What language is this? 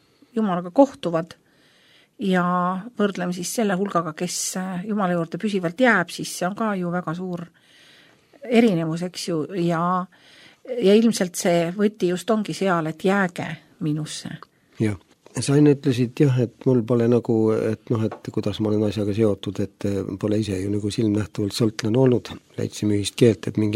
Estonian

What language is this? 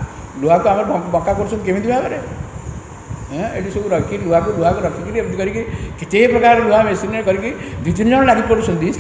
Odia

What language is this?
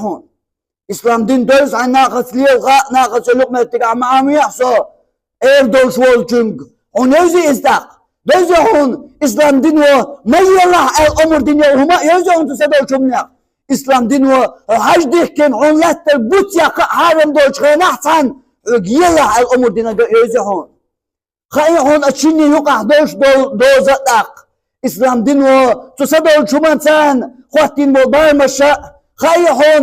Chechen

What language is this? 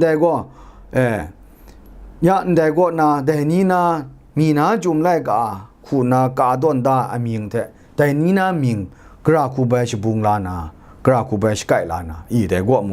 Kachin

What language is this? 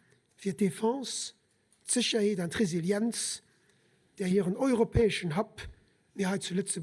Luxembourgish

